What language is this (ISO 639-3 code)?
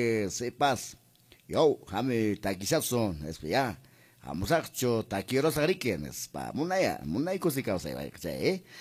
que